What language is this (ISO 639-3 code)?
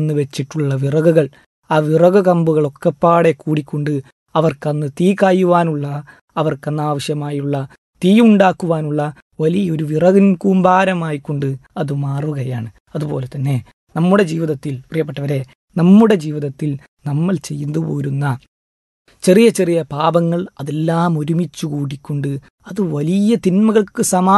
mal